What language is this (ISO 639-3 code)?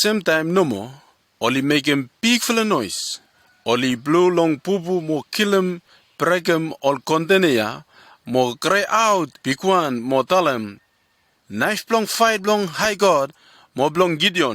bis